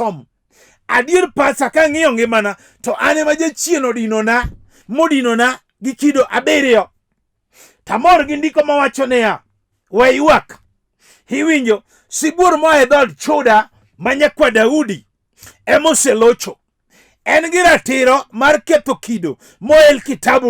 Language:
Luo (Kenya and Tanzania)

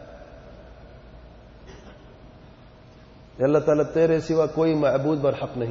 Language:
Urdu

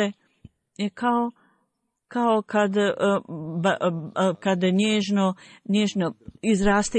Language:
Bosnian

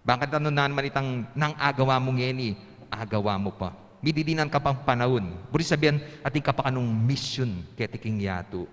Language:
Pampanga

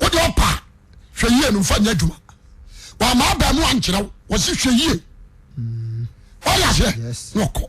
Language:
Akan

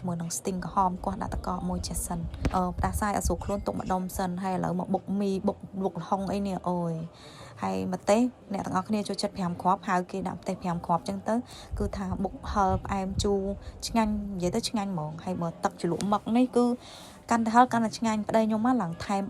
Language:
Khmer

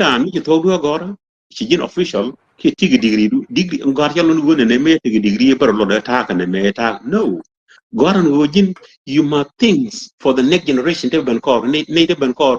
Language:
Nuer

